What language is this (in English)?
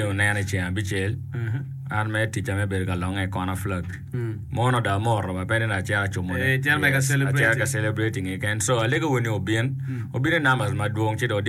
Acoli